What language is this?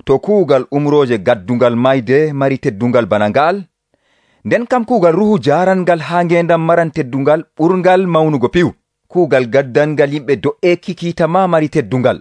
Nigerian Fulfulde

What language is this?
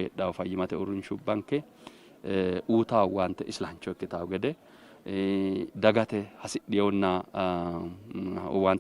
Sidamo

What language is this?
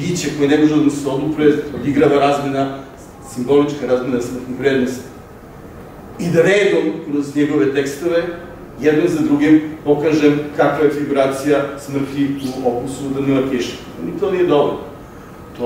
Serbian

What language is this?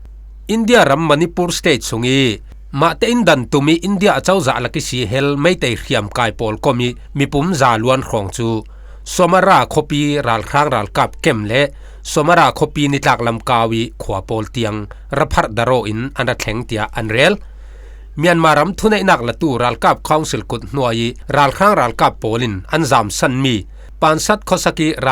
Falam Chin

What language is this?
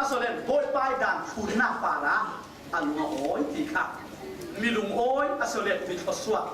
Falam Chin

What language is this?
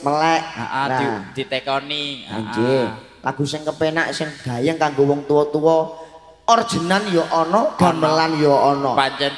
Javanese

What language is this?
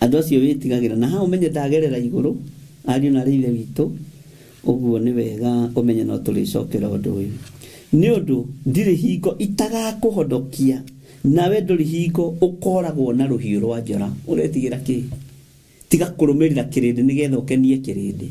Kikuyu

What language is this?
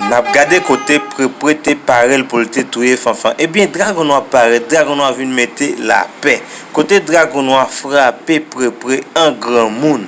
Haitian Creole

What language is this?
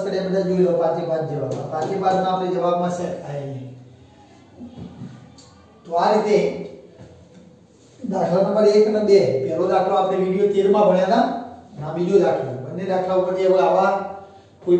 Gujarati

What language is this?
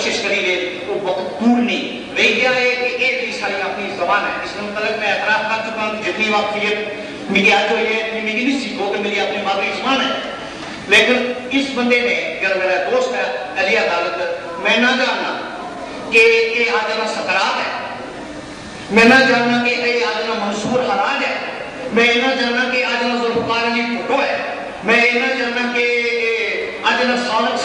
Urdu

